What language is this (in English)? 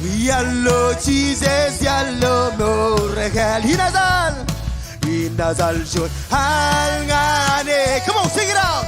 Marshallese